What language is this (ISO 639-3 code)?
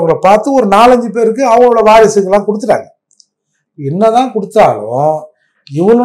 tam